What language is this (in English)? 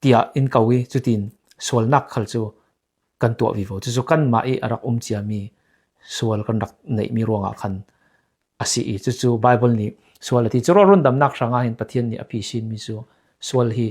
Falam Chin